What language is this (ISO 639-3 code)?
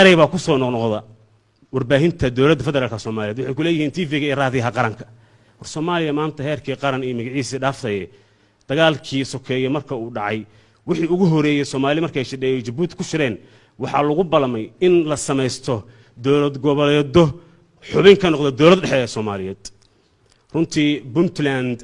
som